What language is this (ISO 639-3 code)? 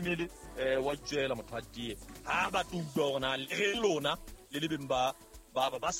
sot